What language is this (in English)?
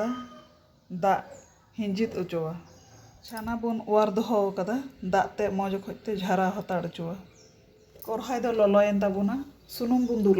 Santali